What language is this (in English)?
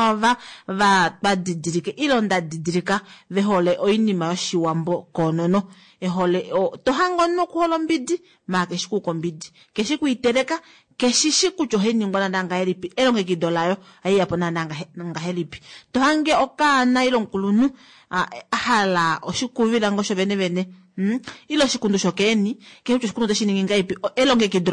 Kuanyama